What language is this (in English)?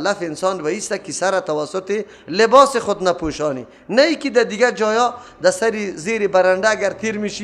Persian